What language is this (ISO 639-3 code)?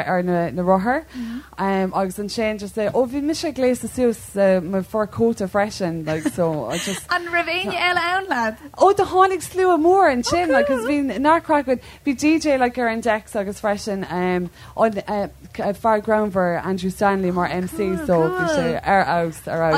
gle